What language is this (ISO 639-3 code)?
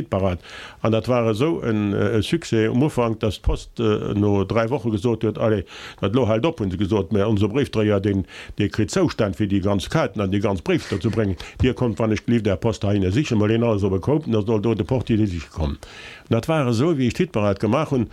ltz